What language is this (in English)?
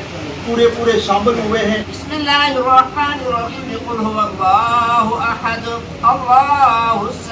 Pahari-Potwari